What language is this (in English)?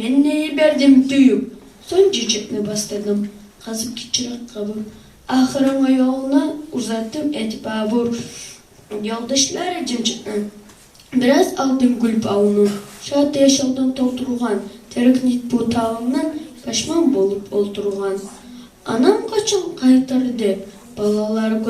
Kumyk